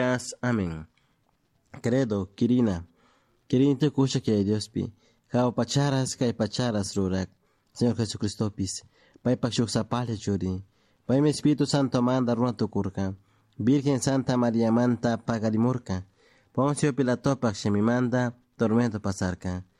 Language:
Chimborazo Highland Quichua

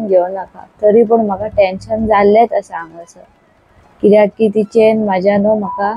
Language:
Konkani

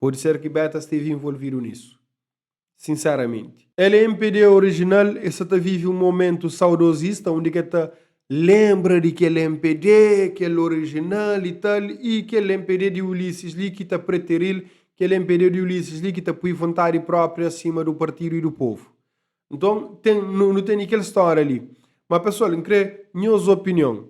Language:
Kabuverdianu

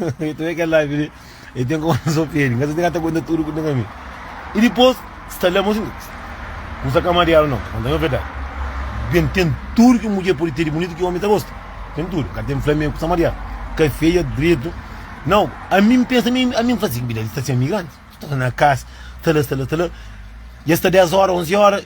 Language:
Kabuverdianu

